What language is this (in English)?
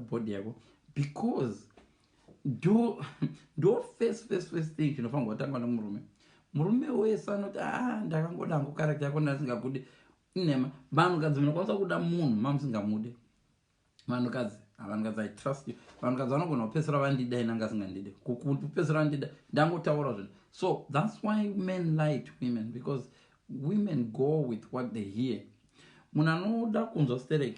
Shona